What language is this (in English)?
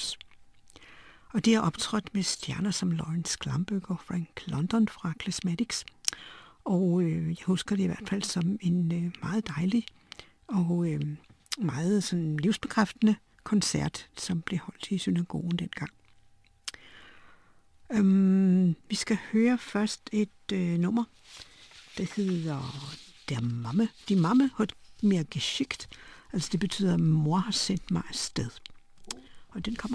Danish